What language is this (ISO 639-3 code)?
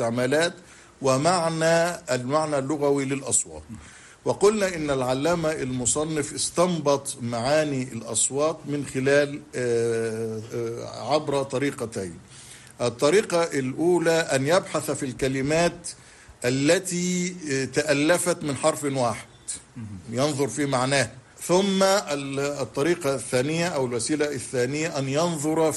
ara